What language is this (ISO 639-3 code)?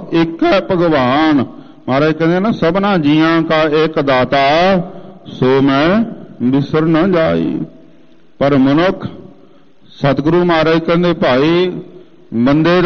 pan